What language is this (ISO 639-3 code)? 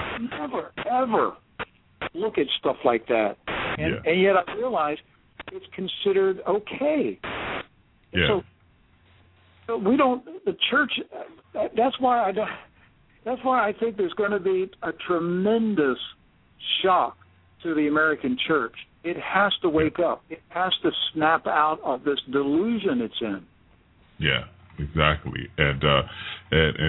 eng